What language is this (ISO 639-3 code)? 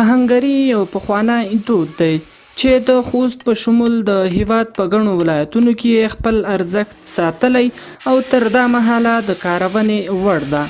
pus